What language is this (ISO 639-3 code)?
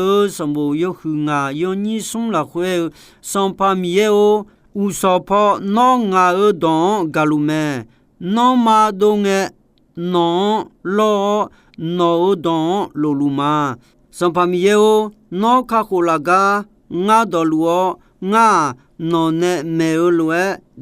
ahk